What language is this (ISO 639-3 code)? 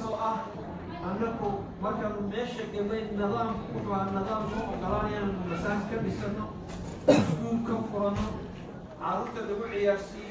som